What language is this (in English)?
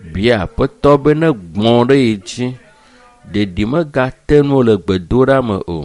Ewe